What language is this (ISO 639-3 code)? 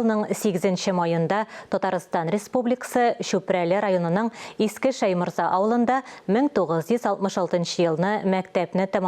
tat